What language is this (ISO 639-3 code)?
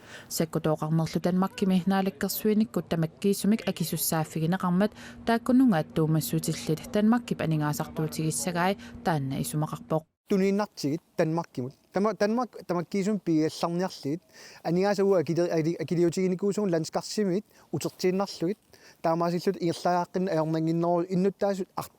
kal